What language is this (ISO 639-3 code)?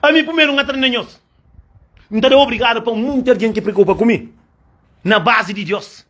kea